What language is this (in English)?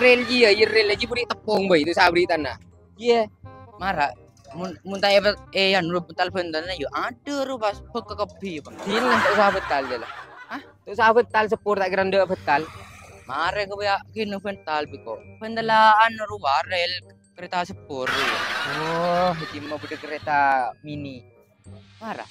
Madurese